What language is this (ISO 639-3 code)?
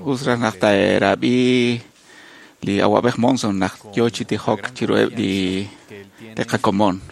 kek